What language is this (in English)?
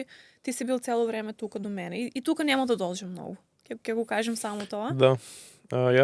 Macedonian